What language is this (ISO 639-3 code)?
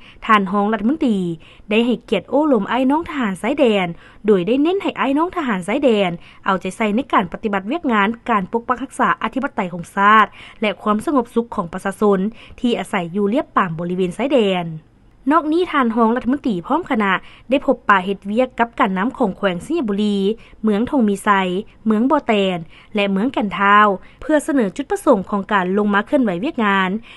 lao